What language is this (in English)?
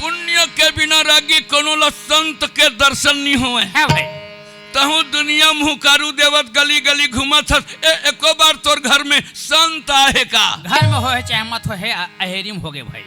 Chhattisgarhi